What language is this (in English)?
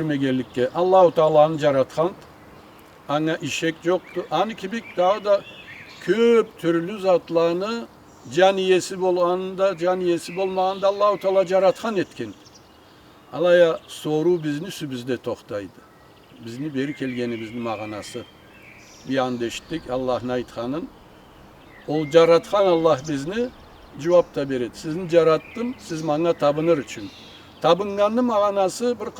Karachay-Balkar